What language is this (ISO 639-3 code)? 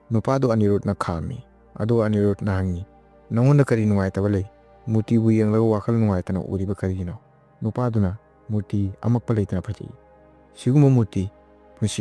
mni